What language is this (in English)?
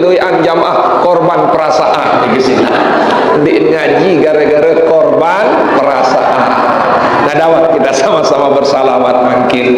Sasak